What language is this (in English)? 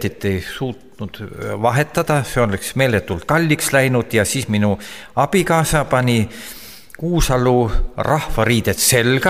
Estonian